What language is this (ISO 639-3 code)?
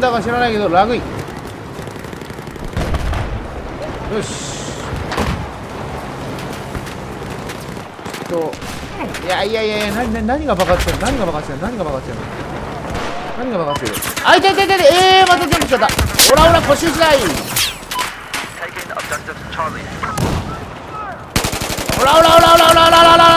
jpn